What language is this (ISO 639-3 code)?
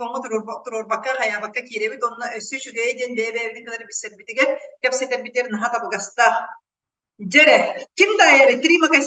sah